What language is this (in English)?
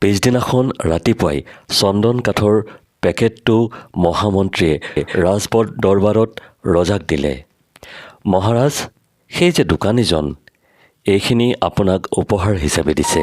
Assamese